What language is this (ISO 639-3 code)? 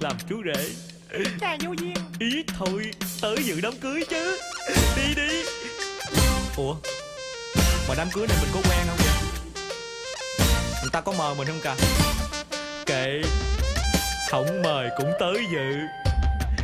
vie